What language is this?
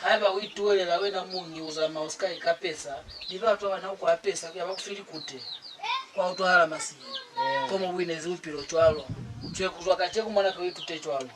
Lozi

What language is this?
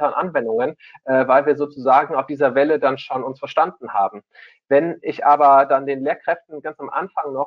German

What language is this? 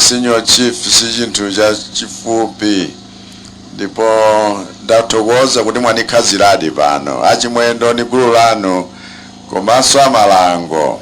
Nyanja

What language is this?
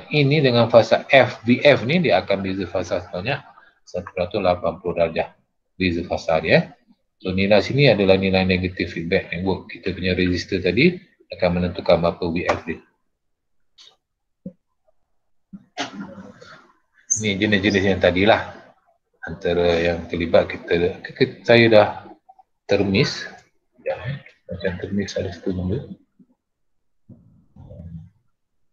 Malay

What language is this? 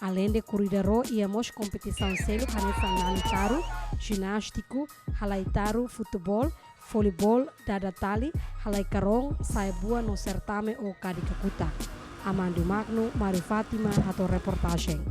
Tetum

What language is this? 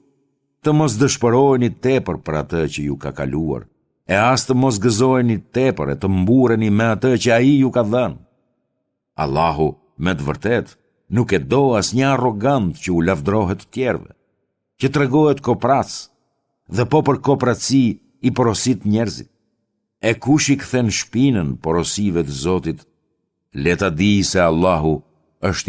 Albanian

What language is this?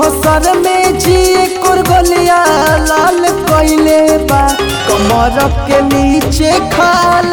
Bhojpuri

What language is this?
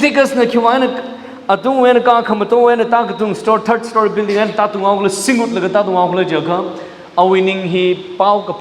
Tangkhul Naga (India)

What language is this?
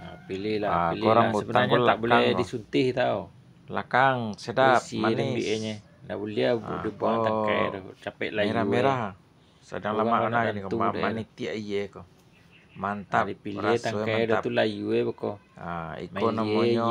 Minangkabau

